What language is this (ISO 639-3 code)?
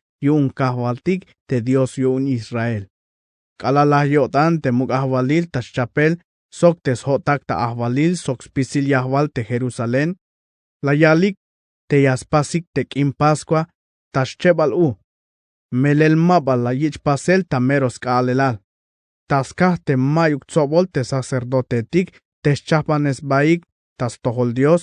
tzh